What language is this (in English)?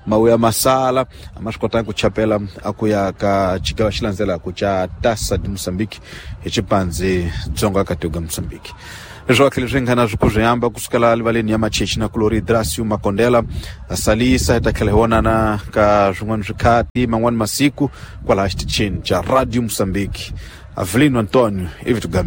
Tsonga